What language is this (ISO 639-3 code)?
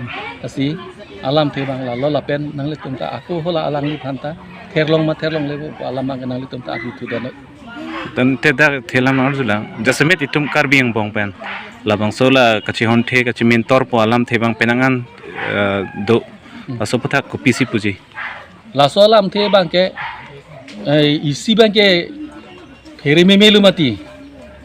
mjw